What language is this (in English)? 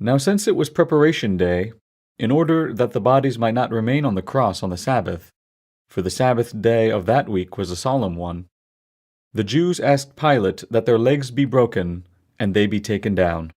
English